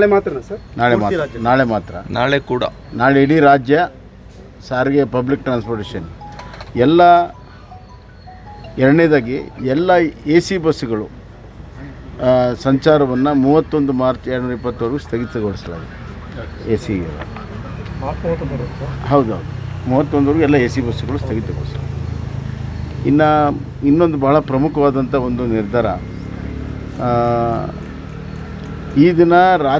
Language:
Kannada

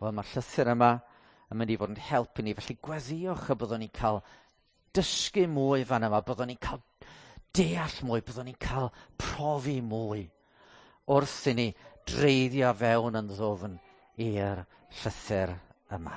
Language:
Welsh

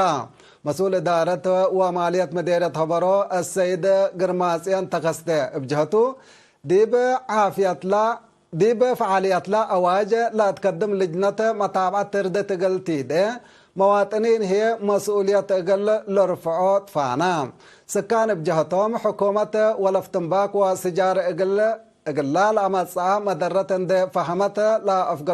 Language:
Tigre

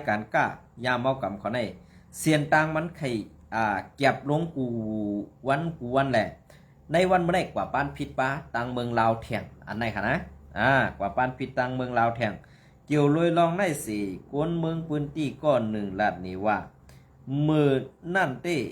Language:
Shan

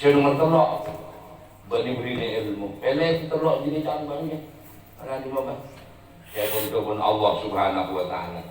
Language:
Madurese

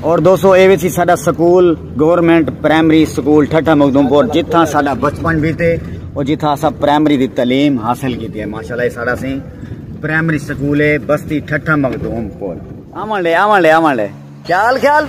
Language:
Saraiki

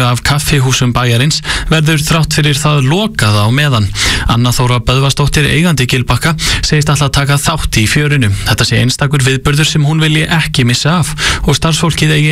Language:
Icelandic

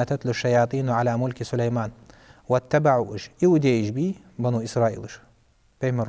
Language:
Ingush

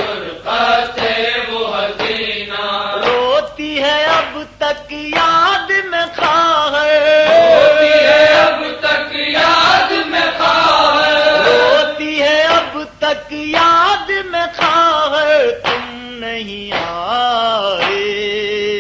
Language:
Urdu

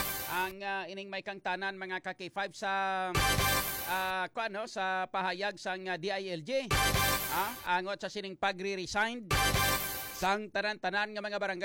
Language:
Hiligaynon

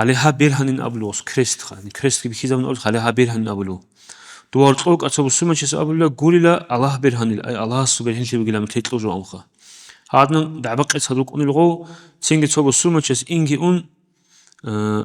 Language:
Avaric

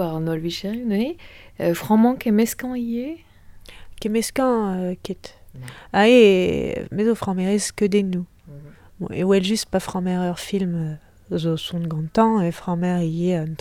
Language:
Breton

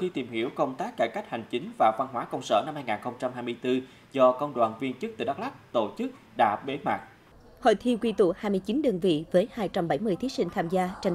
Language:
Vietnamese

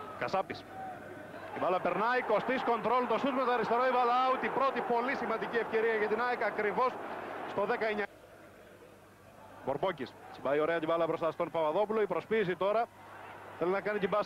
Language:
Greek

